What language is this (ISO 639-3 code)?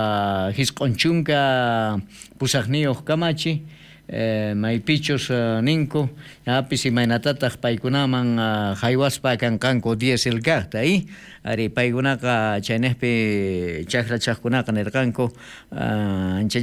quh